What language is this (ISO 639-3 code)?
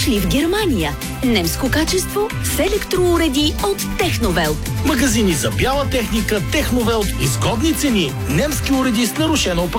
bul